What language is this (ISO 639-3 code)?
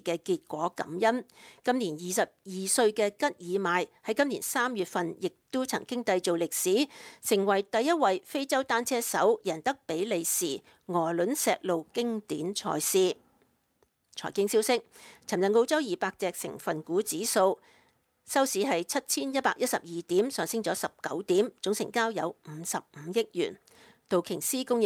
yue